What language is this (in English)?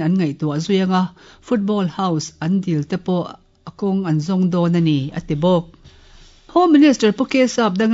Mizo